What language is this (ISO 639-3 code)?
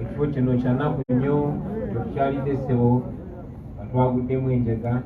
lug